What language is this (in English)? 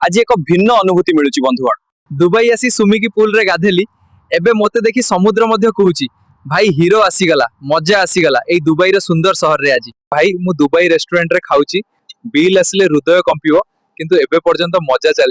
Odia